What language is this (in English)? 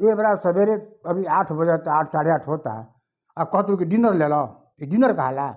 Bhojpuri